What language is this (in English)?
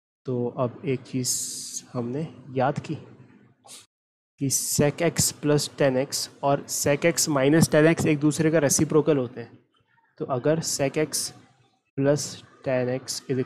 Hindi